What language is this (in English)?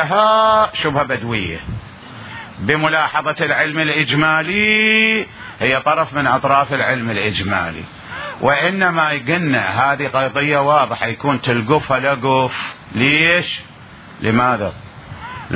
Mesopotamian Arabic